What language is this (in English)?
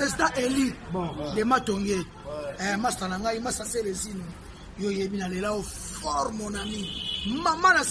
Lingala